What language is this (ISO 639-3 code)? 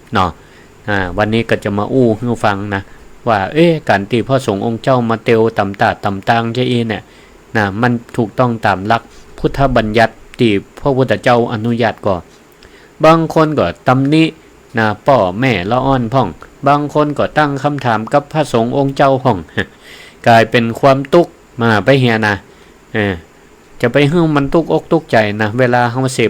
nod